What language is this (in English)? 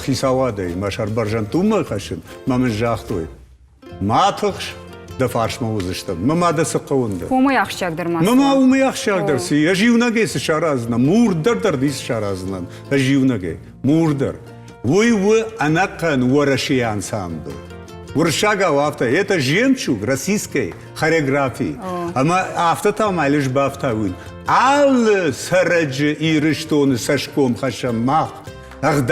Ossetic